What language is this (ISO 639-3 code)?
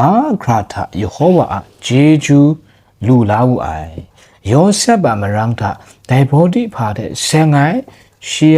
kac